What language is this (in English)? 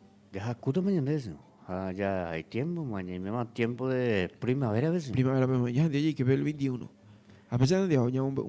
Guarani